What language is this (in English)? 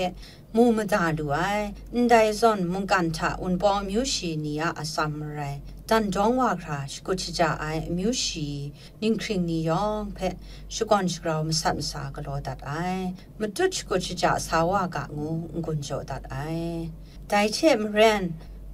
Kachin